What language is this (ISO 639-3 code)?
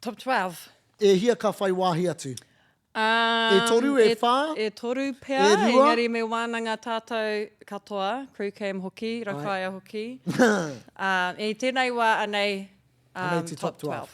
mri